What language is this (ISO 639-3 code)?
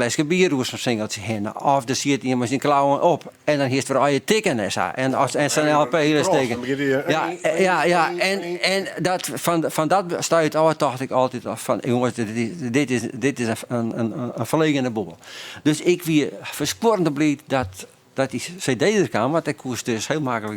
fry